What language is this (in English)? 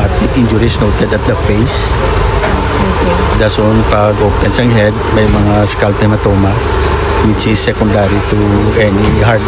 Hiligaynon